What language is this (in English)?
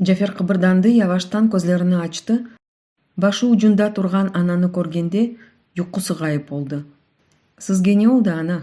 Crimean Tatar